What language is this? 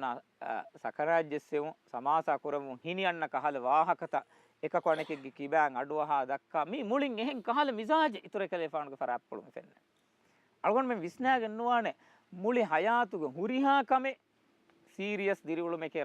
Divehi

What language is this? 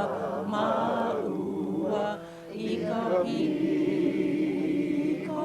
Hawaiian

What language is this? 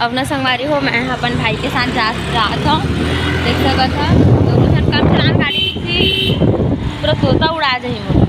Chhattisgarhi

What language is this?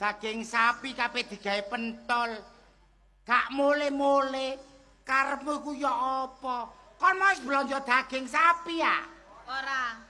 Javanese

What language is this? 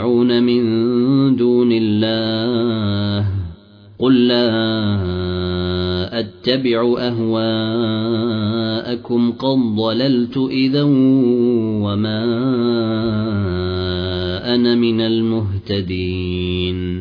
Arabic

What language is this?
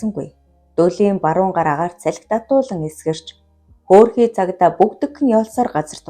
Mongolian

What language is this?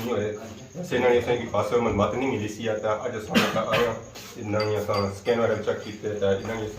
Pahari-Potwari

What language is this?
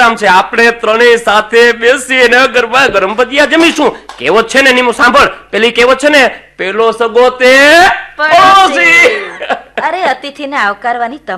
Gujarati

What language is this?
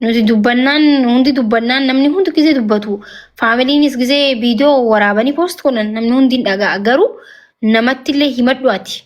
Oromo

